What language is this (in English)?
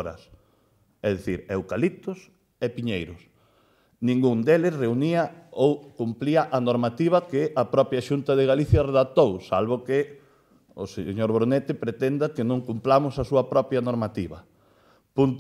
Galician